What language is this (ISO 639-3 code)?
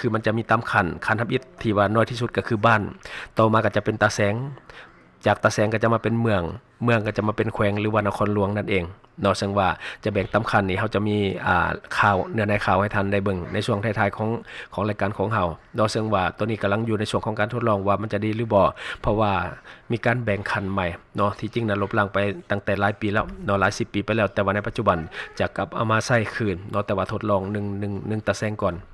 lao